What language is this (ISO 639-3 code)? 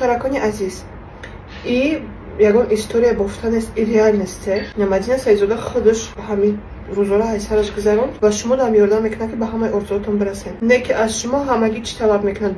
tgk